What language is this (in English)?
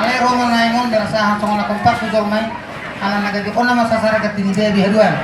Batak Toba